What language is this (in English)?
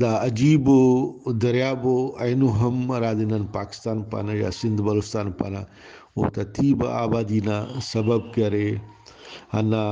Brahui